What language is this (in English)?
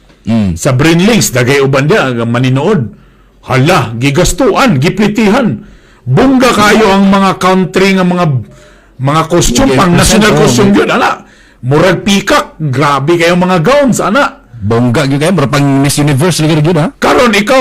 Cebuano